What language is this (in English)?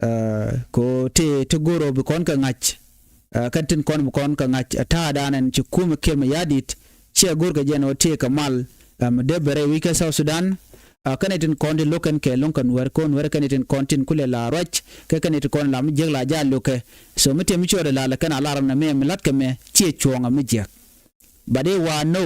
Nuer